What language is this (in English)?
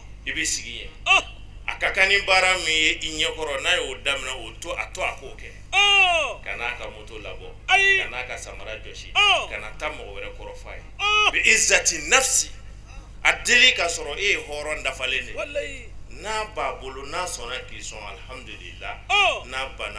Bambara